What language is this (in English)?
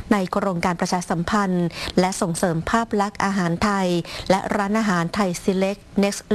Thai